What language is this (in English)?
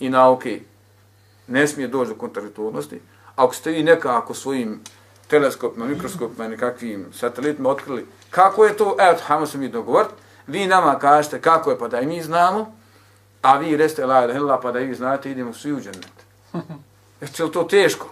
Bosnian